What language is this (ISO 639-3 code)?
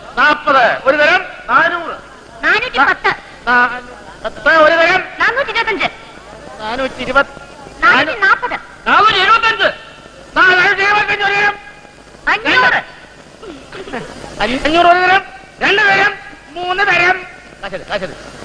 mal